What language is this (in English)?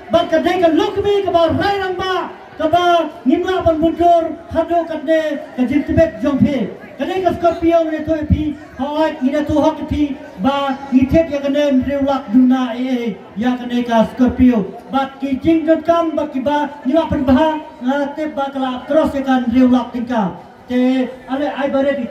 Khasi